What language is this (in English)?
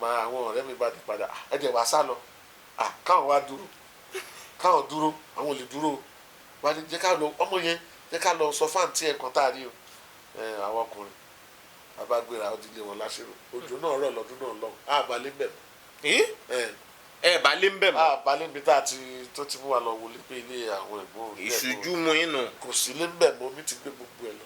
Yoruba